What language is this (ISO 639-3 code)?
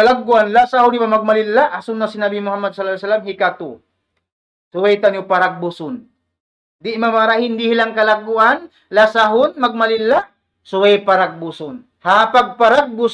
tsg